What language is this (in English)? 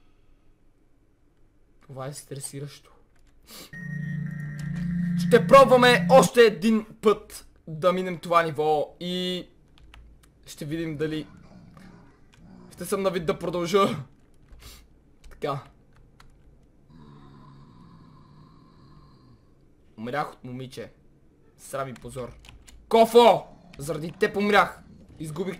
Bulgarian